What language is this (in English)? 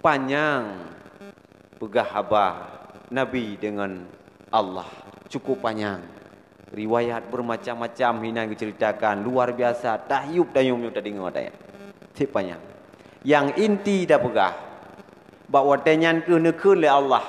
Achinese